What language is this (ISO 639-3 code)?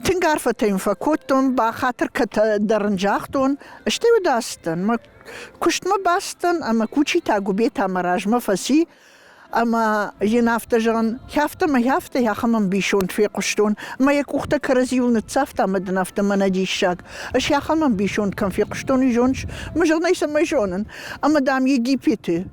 oss